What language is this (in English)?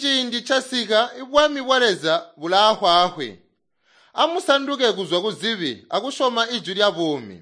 Tonga (Zambia)